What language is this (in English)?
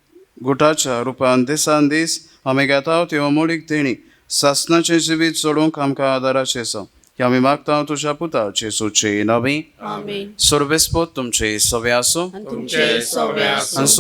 Konkani